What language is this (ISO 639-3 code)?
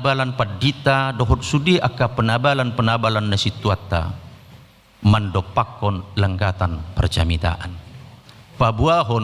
bbc